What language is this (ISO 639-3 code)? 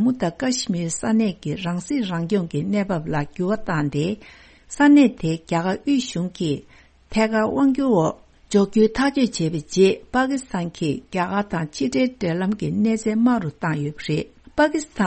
bod